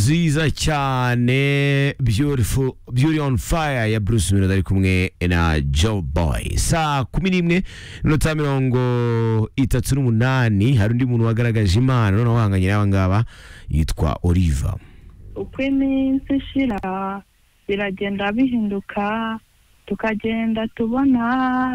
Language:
Kinyarwanda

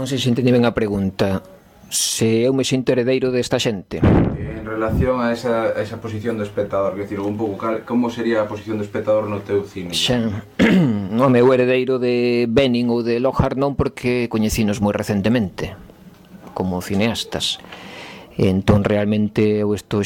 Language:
Galician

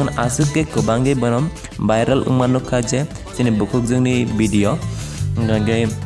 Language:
Kok Borok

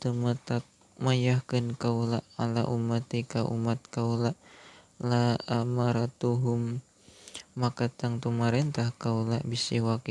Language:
Sundanese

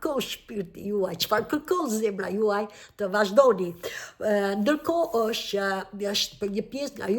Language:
Albanian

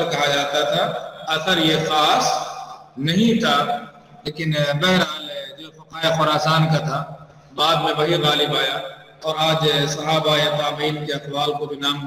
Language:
Urdu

